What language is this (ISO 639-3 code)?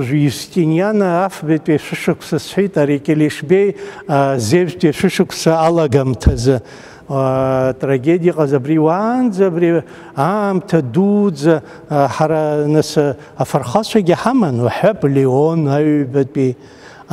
abk